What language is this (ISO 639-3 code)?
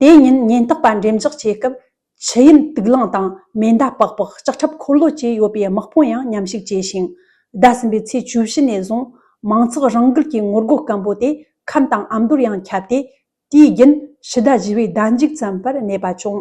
bod